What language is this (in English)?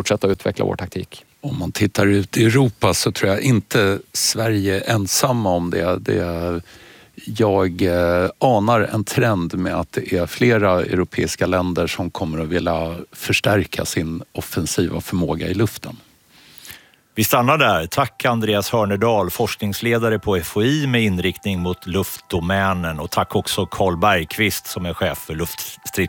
Swedish